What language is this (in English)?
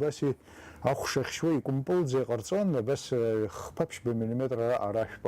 Abkhazian